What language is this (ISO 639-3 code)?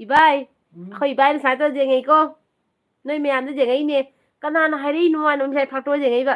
mni